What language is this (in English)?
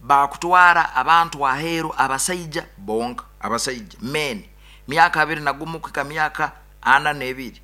Nyoro